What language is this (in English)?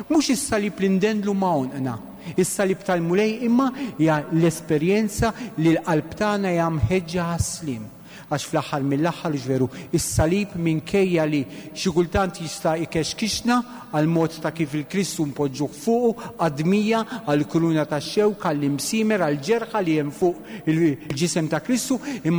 Maltese